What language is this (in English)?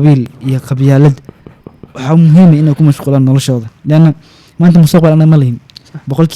Somali